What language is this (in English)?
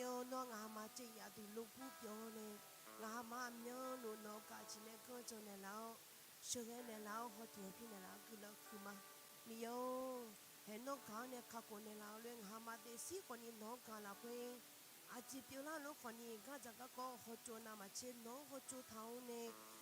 Akha